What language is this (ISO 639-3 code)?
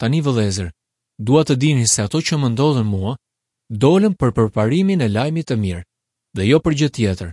sqi